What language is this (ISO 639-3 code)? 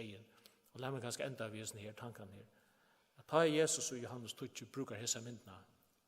fao